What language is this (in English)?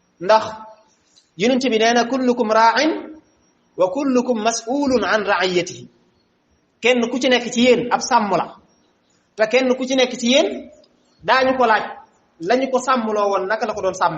Wolof